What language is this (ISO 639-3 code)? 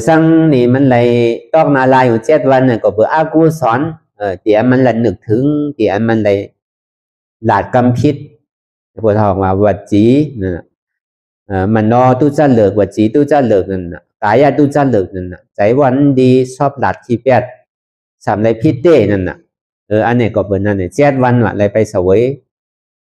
shn